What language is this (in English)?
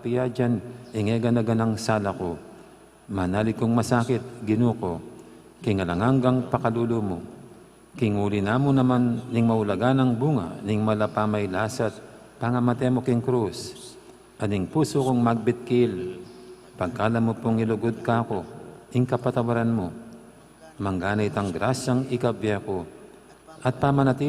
Pampanga